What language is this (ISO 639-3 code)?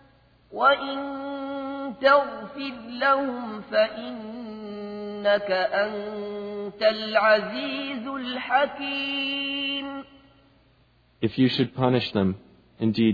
ara